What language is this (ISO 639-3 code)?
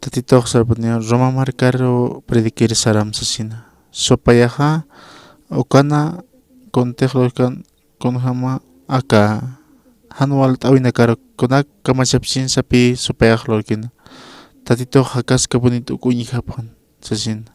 aym